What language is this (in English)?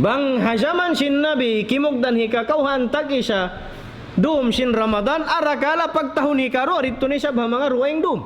Tausug